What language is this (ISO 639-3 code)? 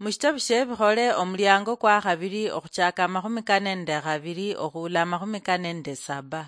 luy